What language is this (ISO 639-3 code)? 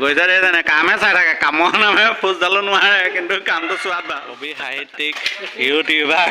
asm